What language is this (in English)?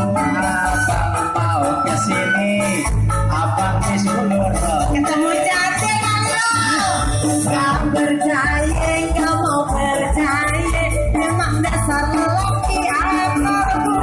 Betawi